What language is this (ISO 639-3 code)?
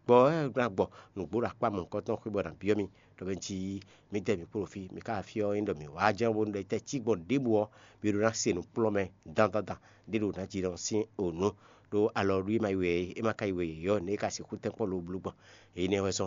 fon